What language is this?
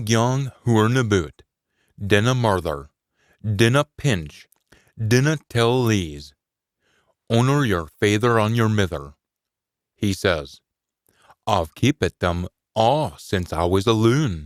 Scots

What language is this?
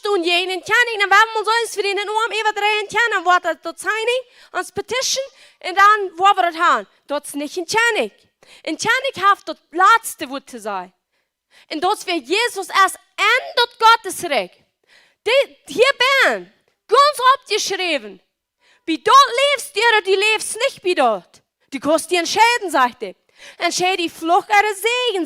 Plautdietsch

